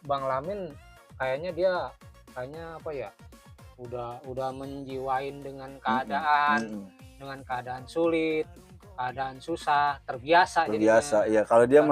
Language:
Betawi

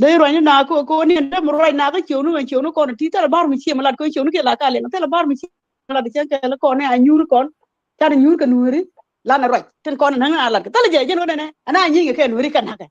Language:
Nuer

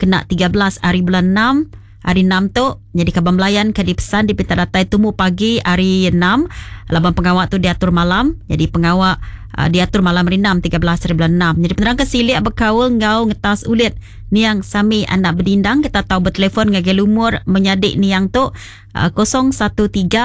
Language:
Iban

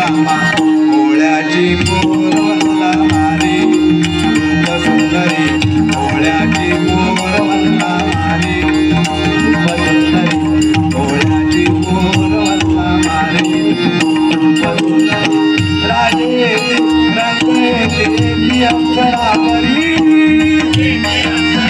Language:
Marathi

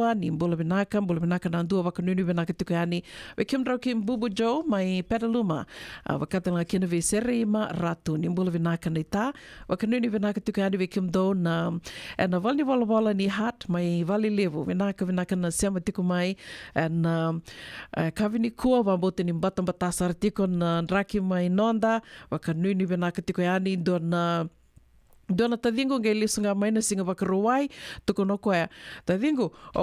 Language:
Fijian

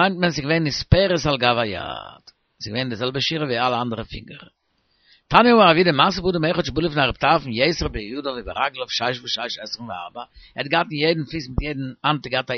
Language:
Yiddish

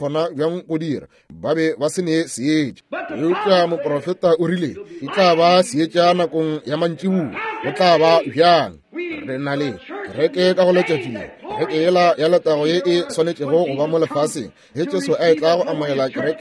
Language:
Northern Sotho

